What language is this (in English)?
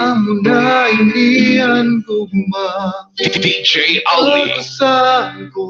Waray